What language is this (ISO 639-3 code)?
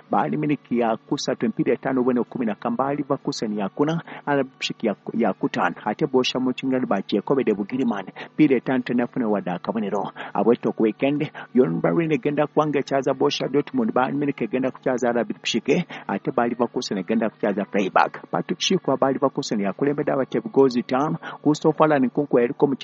lug